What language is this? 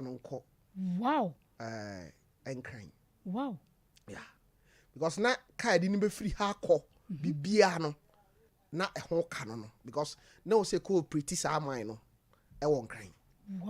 Akan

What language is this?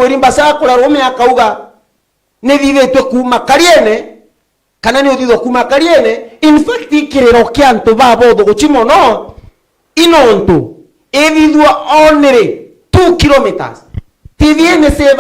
Meru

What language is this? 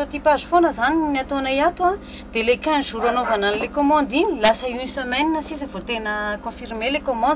Malagasy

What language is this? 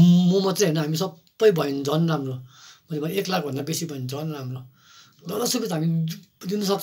Nepali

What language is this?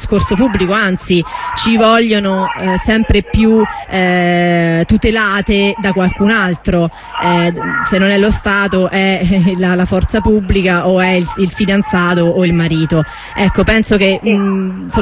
Italian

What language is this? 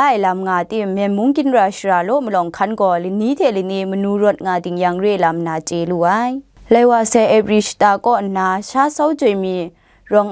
Kachin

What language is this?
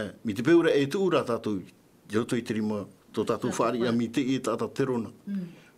Tahitian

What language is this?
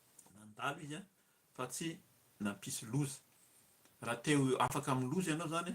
Malagasy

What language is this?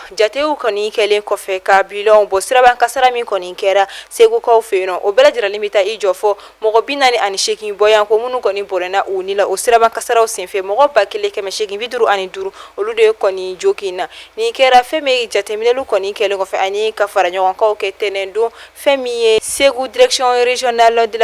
Bambara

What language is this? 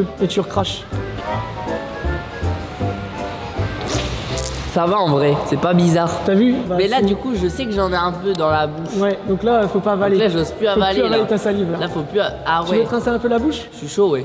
French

